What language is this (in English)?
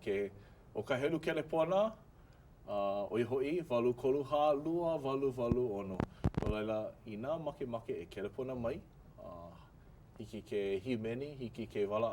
Hawaiian